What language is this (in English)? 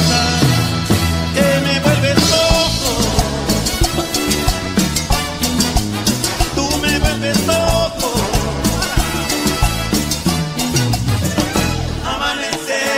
Spanish